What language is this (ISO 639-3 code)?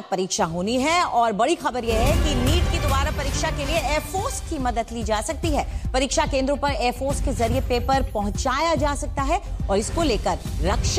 hin